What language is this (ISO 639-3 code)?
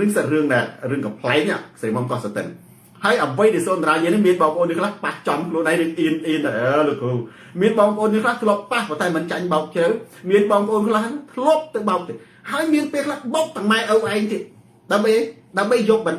khm